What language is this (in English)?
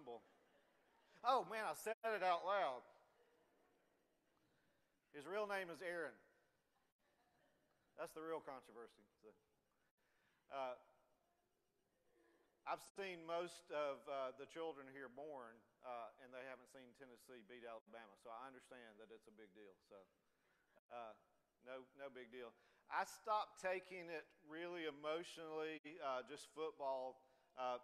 English